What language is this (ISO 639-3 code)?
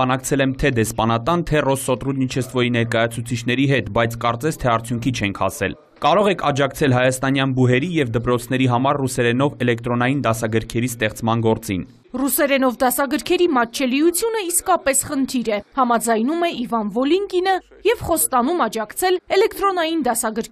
hye